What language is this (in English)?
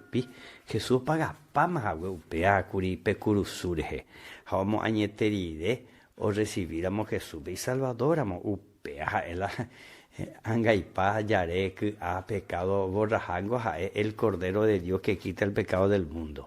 Guarani